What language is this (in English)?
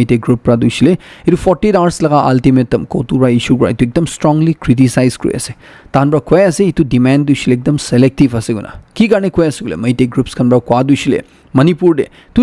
Naga Pidgin